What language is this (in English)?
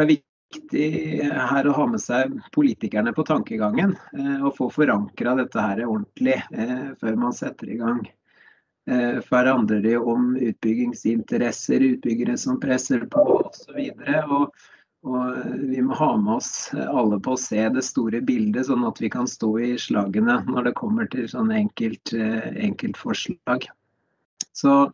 Norwegian